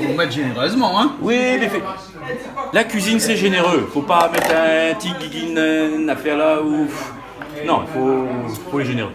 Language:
Réunion Creole French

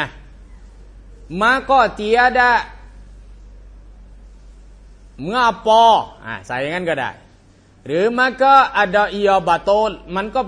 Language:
Thai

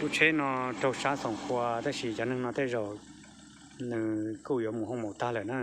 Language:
Hmong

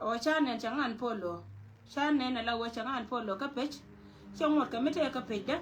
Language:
Nuer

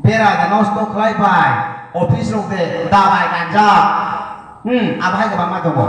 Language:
Kok Borok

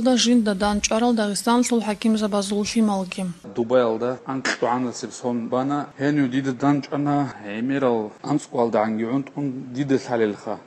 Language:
Avaric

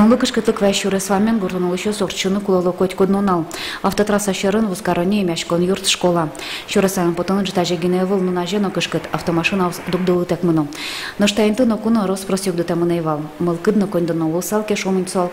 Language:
Udmurt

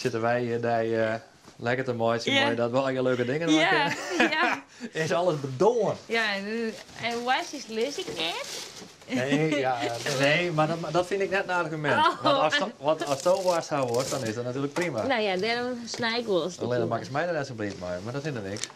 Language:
Western Frisian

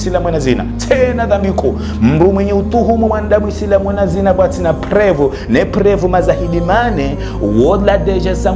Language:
Ngazidja Comorian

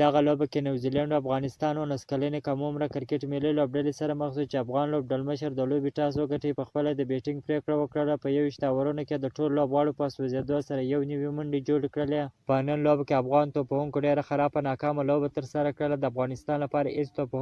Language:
Pashto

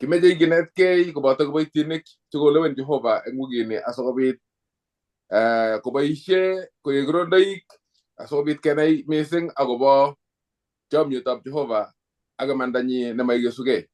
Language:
Kalenjin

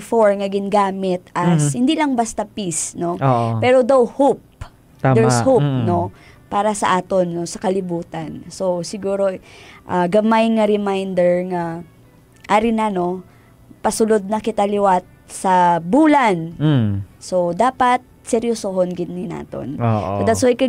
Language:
Hiligaynon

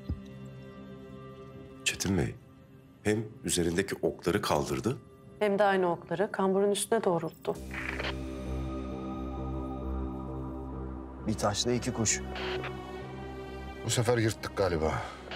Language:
Turkish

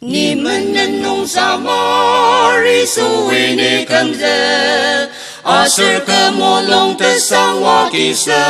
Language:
Ao Naga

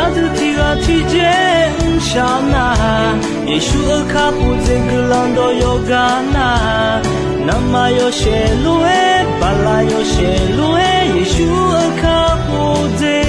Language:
Akha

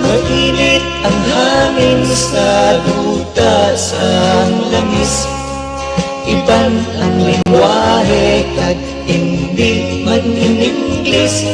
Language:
Hiligaynon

